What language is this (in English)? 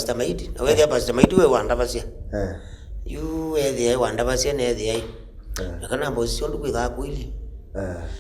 Kamba